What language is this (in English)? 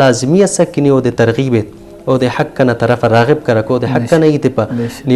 Brahui